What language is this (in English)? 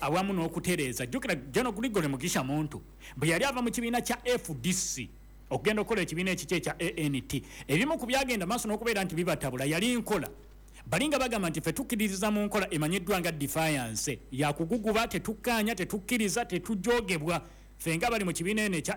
Ganda